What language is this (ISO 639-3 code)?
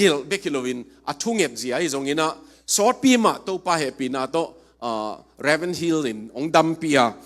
ctd